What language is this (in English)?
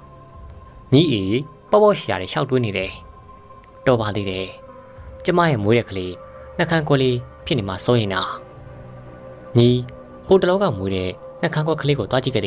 Burmese